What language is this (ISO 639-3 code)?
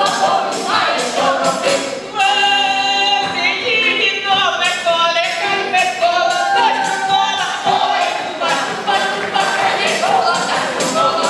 ukr